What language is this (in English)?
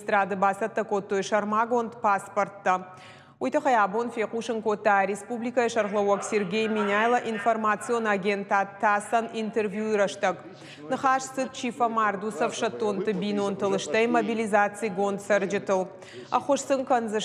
Ossetic